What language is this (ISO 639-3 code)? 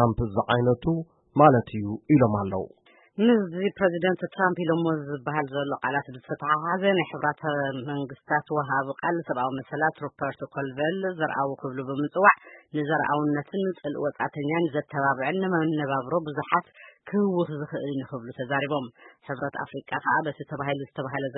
tir